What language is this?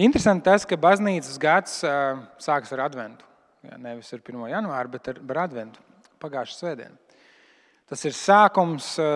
Latvian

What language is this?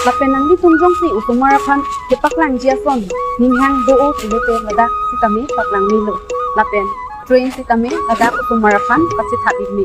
Karbi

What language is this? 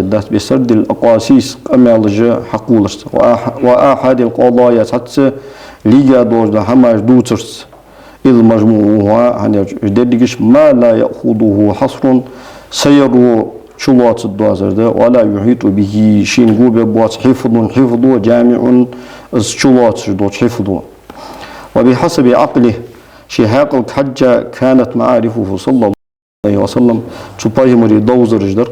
Ingush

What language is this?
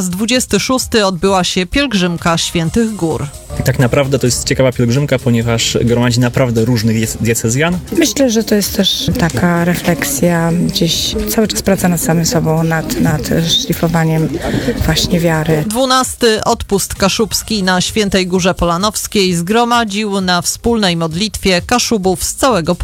Polish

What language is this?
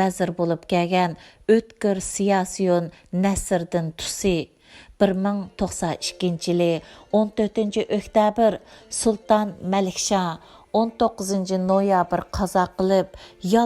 Uyghur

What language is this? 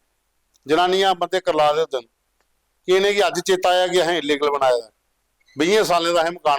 Dogri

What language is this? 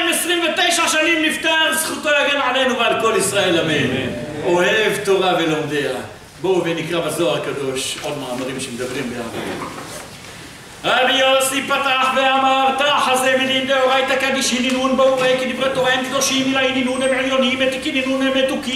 Hebrew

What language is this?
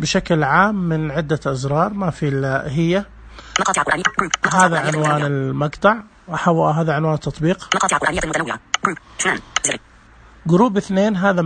Najdi Arabic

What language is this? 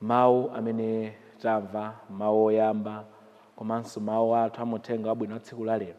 Nyanja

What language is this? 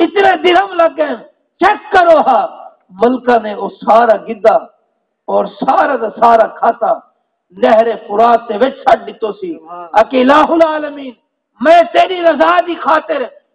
Saraiki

